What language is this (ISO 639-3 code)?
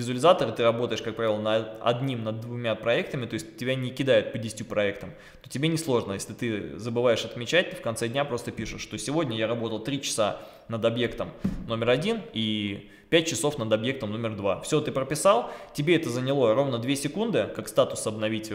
rus